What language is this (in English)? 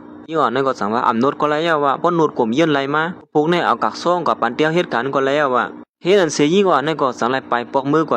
Shan